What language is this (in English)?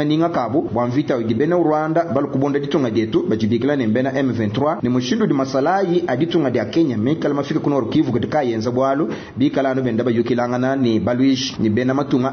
Luba-Lulua